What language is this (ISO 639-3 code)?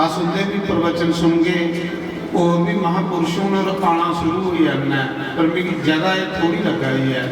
doi